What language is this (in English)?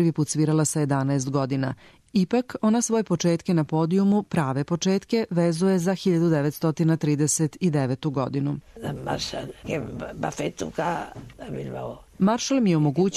Serbian